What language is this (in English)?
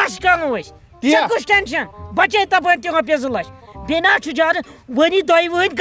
Kashmiri